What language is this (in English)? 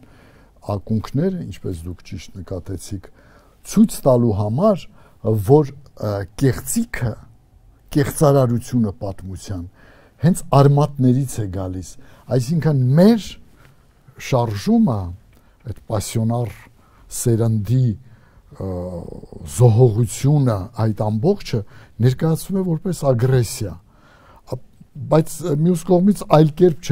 Armenian